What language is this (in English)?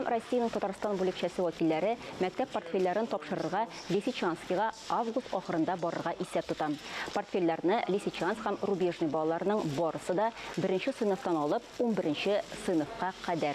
Tatar